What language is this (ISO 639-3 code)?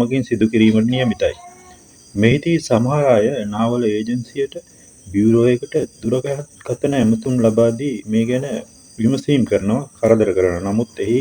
sin